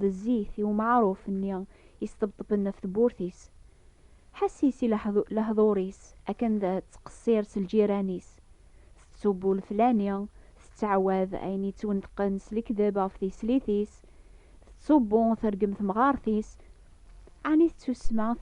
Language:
Kabyle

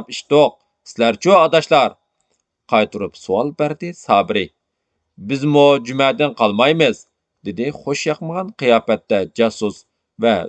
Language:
Uyghur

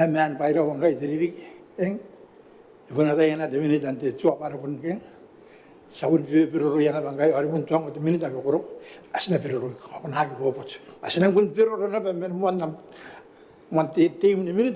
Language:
Gilbertese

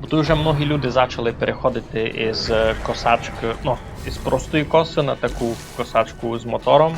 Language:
Rusyn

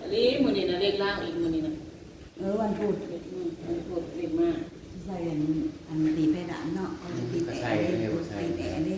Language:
Northeastern Thai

